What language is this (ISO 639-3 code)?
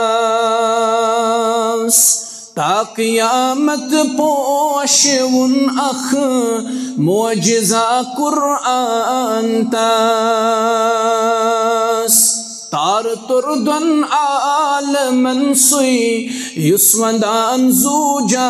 kas